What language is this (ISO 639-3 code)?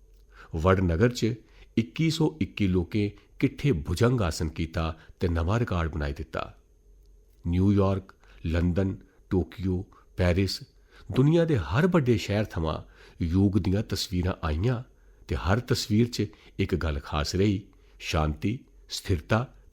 doi